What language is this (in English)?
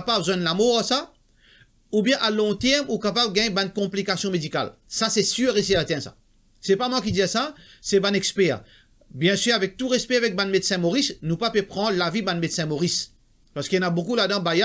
Morisyen